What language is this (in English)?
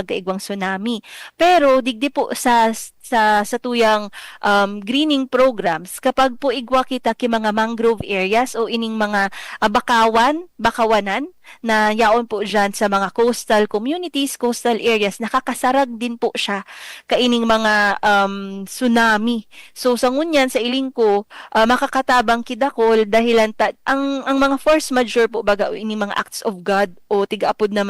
Bikol